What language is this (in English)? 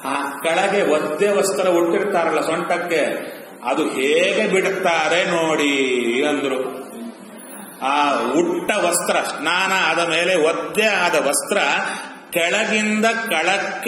Kannada